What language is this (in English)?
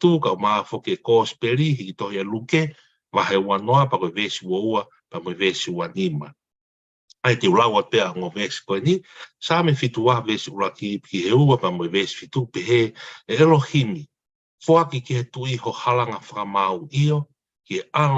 Tongan